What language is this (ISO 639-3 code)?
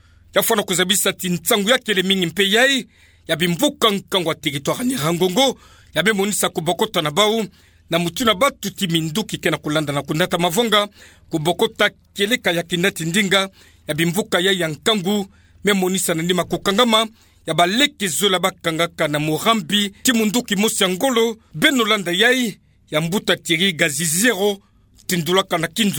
ktu